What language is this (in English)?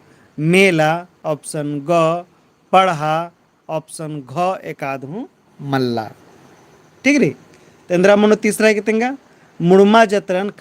Kurukh